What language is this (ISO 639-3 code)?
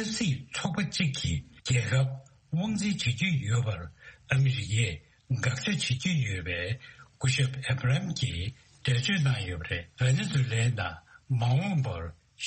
bod